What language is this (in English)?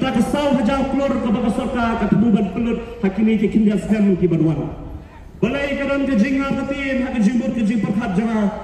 Khasi